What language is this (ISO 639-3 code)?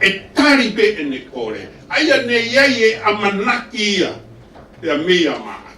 ton